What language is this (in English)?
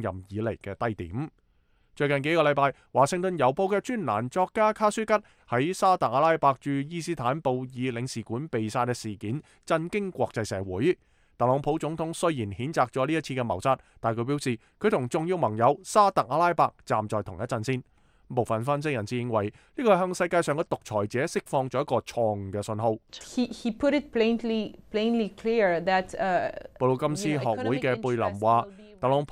Cantonese